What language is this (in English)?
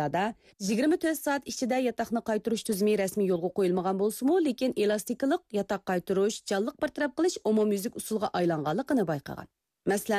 Uyghur